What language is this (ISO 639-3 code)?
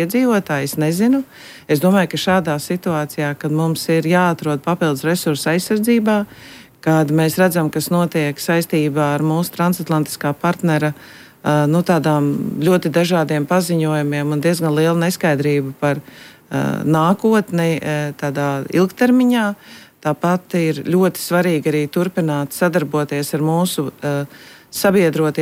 lav